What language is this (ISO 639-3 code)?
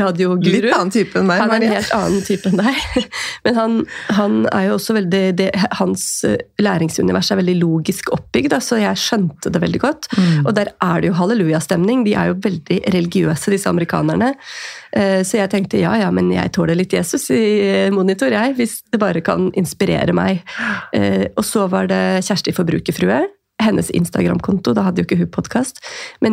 nor